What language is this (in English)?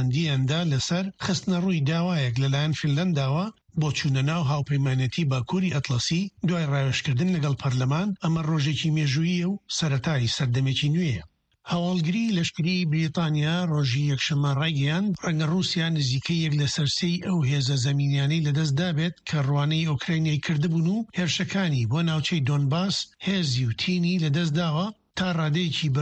Central Kurdish